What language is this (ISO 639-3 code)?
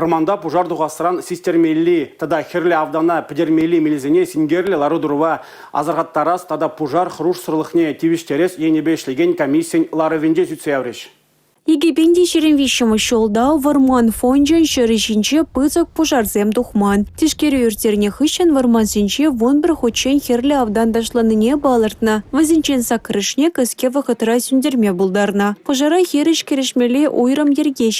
chv